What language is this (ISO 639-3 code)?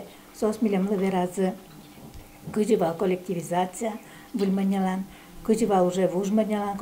udm